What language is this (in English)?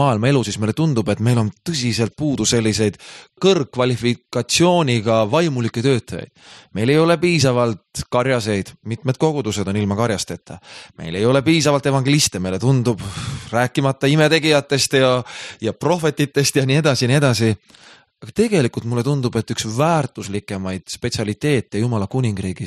Estonian